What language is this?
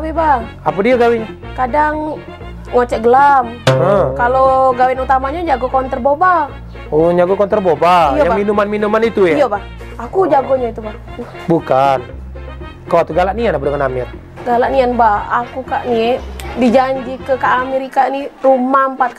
Musi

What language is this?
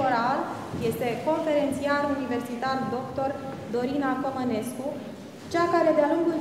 Romanian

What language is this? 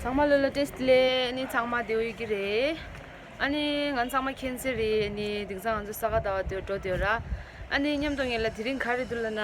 Tibetan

